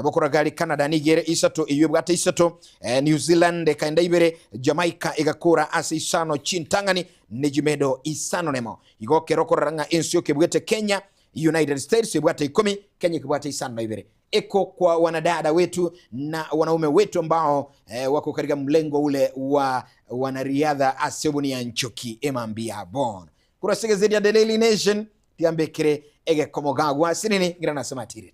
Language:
Gusii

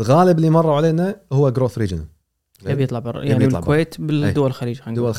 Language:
Gulf Arabic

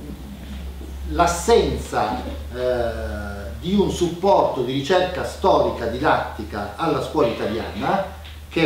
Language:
Italian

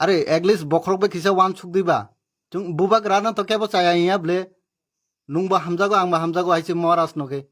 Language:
Kok Borok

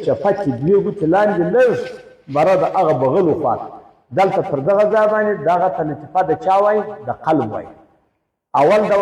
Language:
Pashto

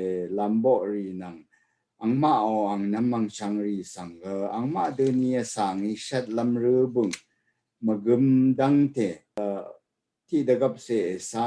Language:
Rawang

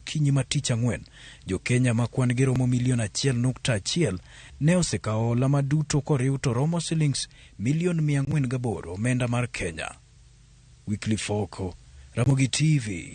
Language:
Luo (Kenya and Tanzania)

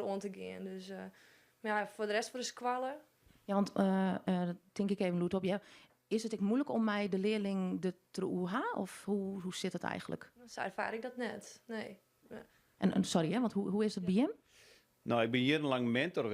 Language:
Western Frisian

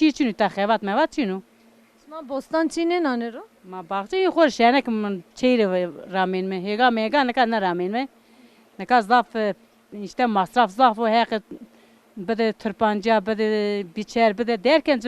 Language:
Zaza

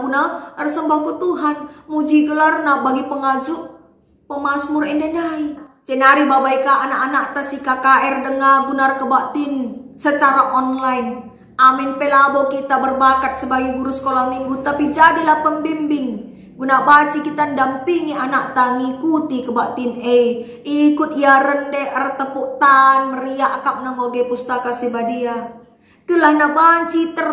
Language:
Batak Karo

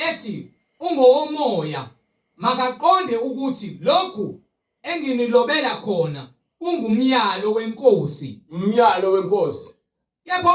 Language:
Zulu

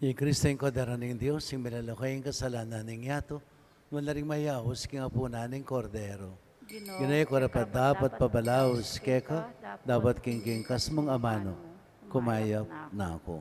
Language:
Pampanga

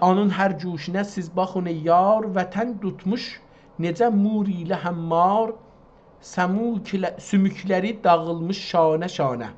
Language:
South Azerbaijani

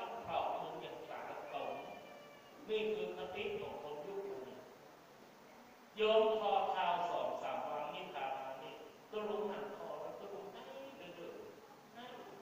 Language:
Thai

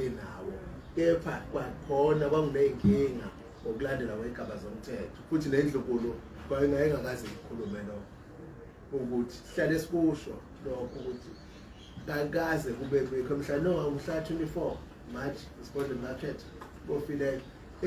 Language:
Zulu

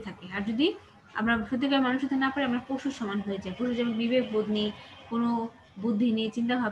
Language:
Bangla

